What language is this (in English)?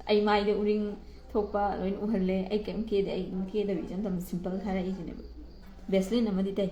Manipuri